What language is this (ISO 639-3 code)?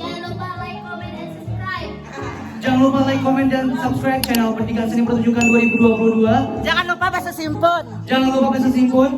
bjn